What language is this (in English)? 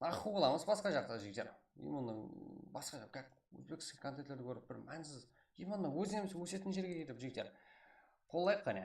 Kara-Kalpak